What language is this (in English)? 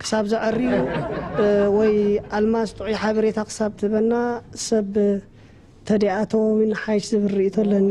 Tigrinya